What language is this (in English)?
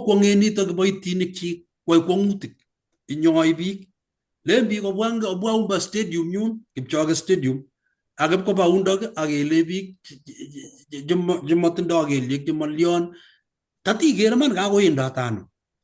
Kalenjin